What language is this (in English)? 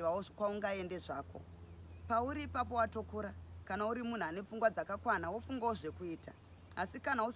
Shona